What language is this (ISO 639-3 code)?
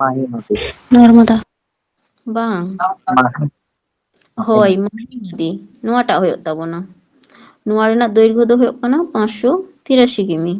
sat